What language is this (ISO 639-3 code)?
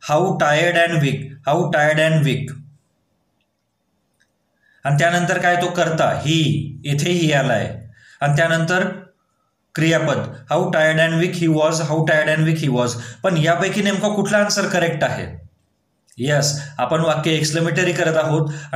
mar